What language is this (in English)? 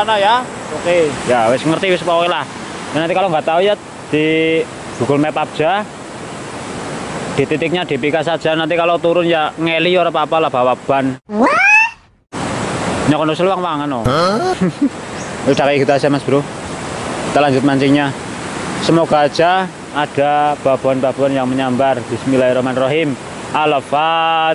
Indonesian